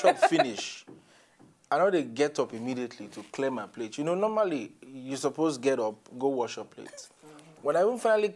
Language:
Nigerian Pidgin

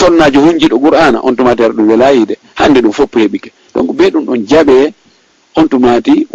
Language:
Fula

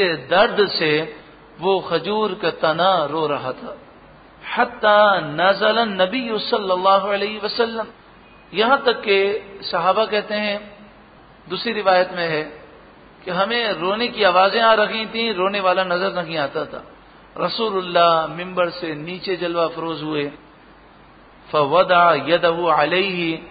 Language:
Urdu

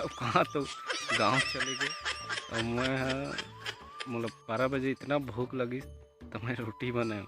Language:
Chhattisgarhi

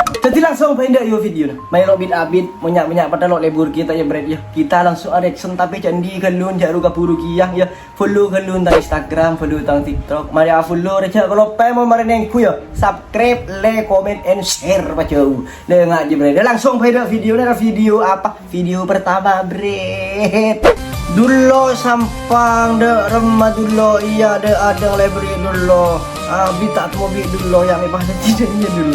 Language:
Madurese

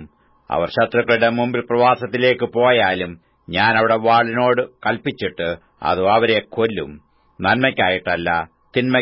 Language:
Malayalam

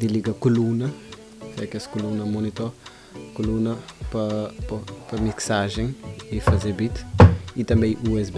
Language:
Kabuverdianu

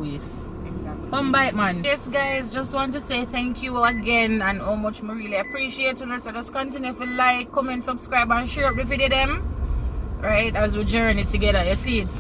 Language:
Jamaican Creole English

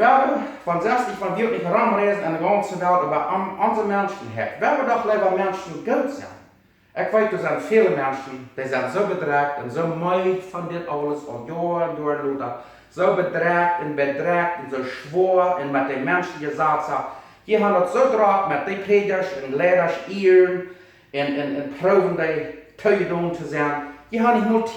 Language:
Plautdietsch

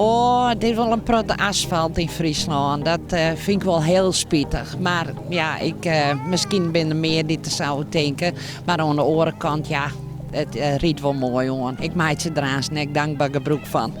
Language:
Western Frisian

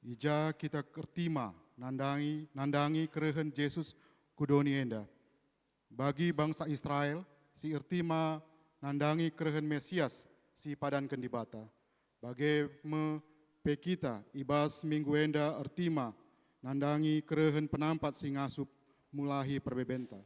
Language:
Batak Karo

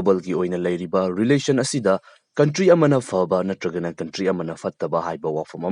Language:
Manipuri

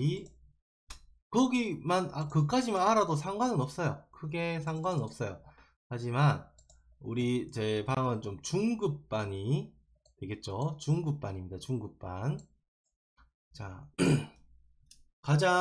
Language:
Korean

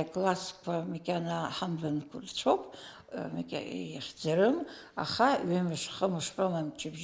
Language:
Abkhazian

